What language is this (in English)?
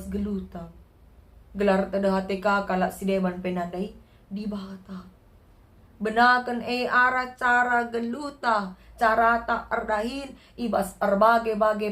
Batak Karo